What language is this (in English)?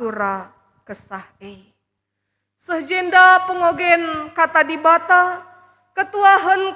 Batak Karo